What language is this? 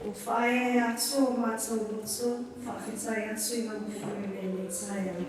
Samoan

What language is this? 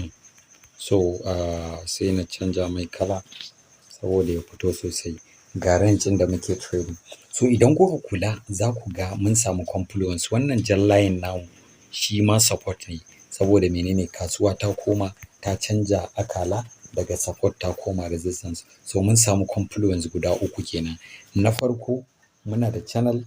Hausa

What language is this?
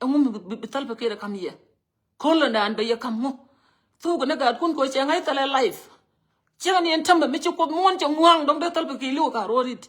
Nuer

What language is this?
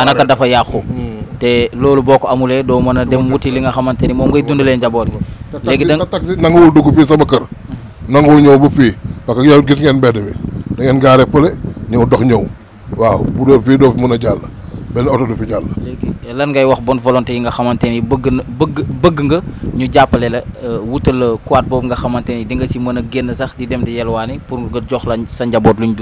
Wolof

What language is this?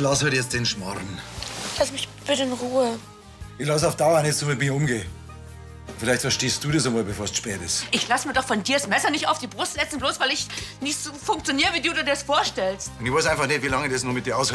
Bavarian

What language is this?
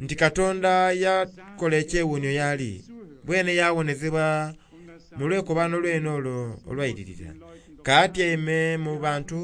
Soga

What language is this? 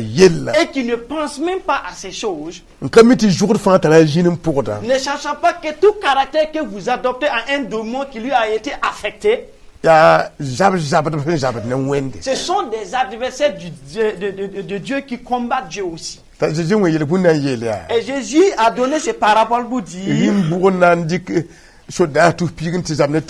Mossi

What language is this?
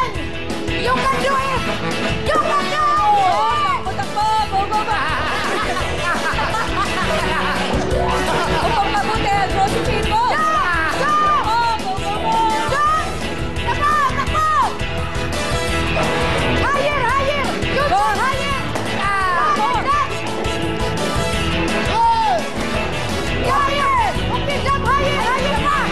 Filipino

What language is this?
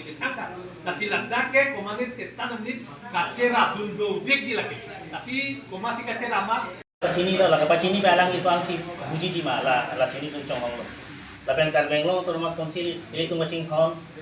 Karbi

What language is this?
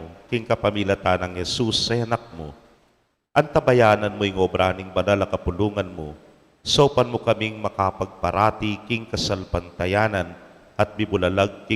Pampanga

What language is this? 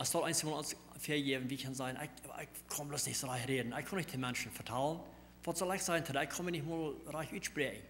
Plautdietsch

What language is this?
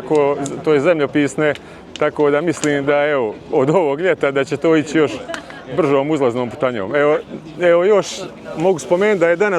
Bosnian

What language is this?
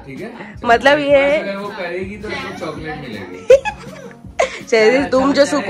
Hindi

